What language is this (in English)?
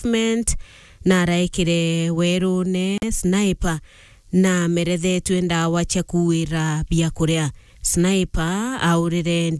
Meru